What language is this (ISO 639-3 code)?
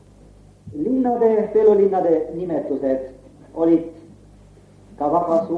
est